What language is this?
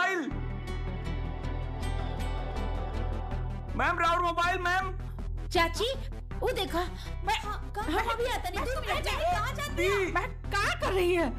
Bhojpuri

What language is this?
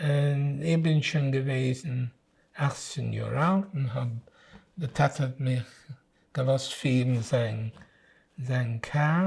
Yiddish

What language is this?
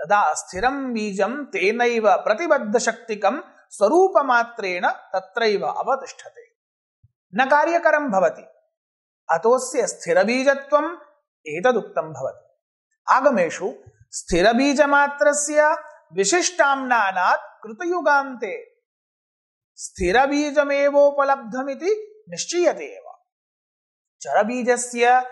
Sanskrit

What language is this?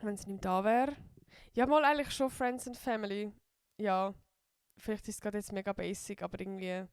Swiss German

